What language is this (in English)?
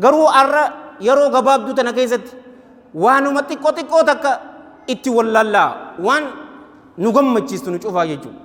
Oromo